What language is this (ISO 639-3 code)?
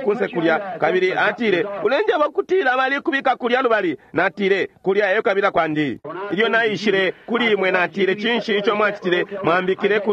bem